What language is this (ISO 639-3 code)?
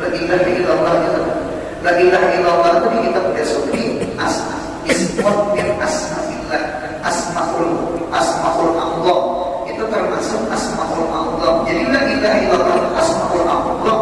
bjn